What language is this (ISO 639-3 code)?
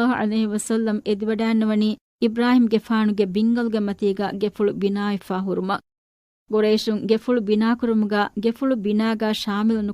div